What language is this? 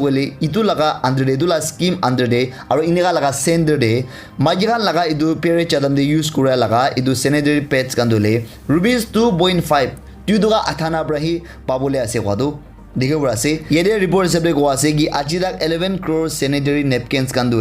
Naga Pidgin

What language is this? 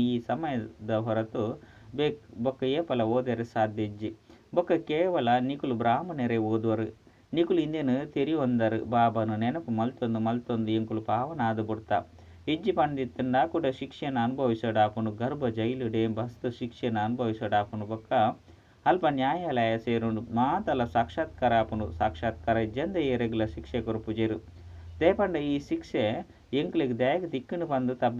Tulu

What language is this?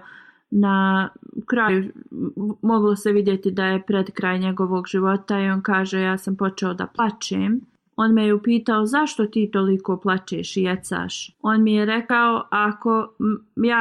Bosnian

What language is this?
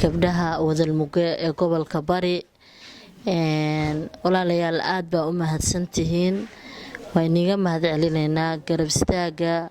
Somali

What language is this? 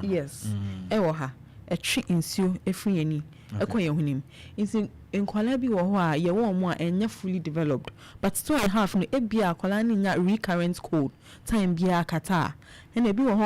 Akan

